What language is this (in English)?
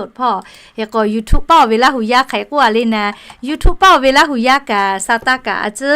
Lahu